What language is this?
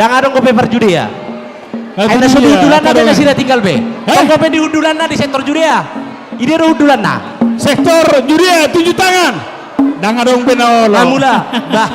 Batak Toba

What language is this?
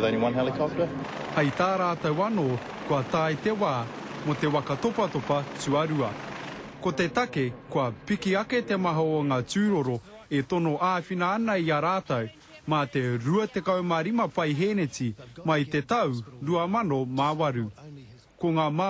Māori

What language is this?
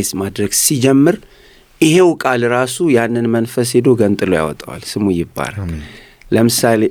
Amharic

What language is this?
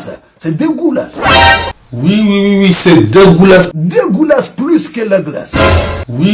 Ngazidja Comorian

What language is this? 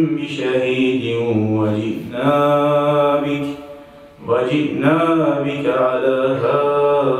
Kumyk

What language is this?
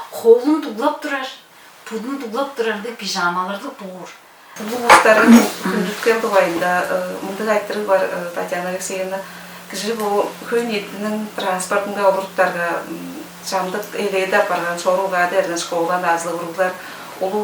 Tuvinian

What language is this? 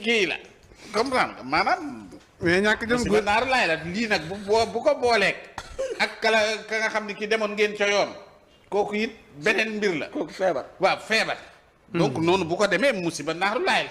Wolof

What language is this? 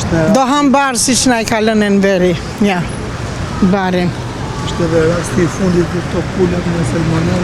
Albanian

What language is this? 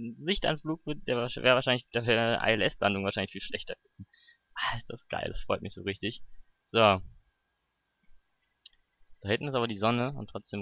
German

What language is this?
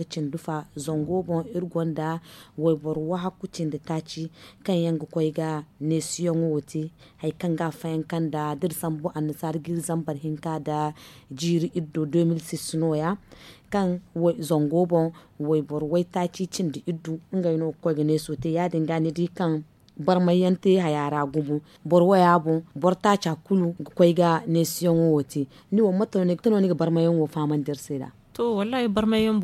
Zarma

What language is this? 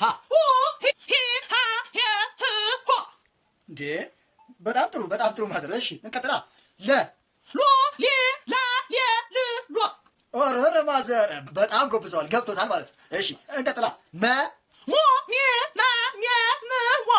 Amharic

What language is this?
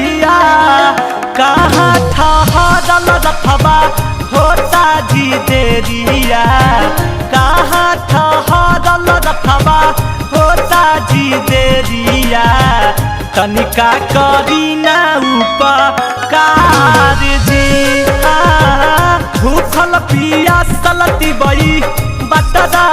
Magahi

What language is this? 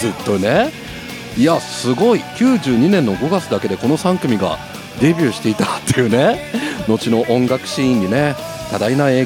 Japanese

